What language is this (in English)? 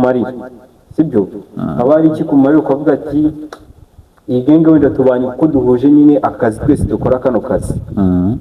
Kinyarwanda